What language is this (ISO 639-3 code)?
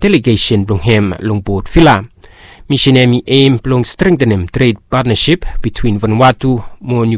bis